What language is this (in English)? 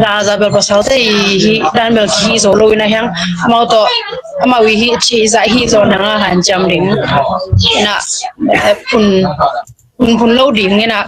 Tedim Chin